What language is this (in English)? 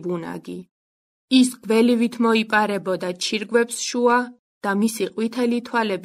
Georgian